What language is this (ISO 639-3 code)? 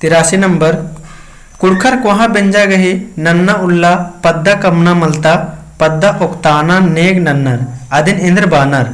kru